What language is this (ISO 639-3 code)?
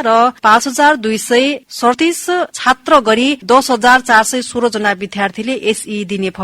nep